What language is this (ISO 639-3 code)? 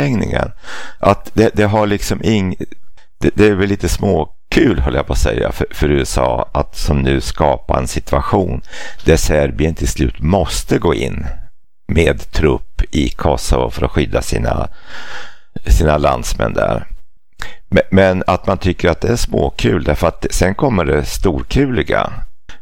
swe